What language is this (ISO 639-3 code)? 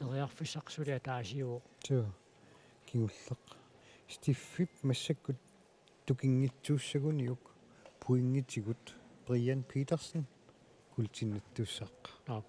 kal